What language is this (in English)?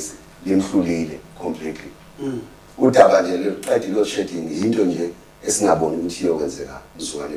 Zulu